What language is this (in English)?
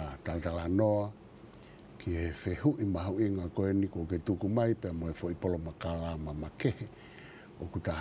Tongan